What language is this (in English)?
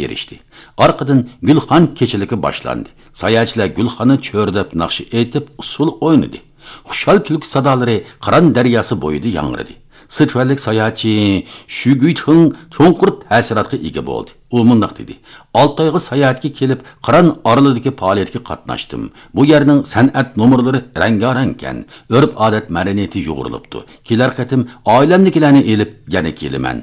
Uyghur